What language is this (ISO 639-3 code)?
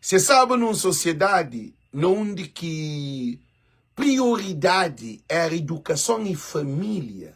kea